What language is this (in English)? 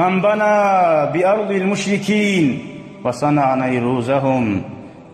Kumyk